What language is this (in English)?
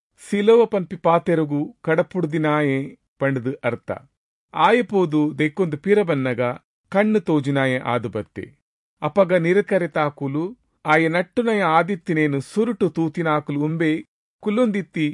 Tulu